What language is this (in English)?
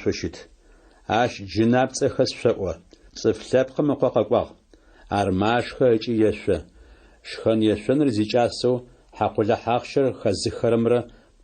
Adyghe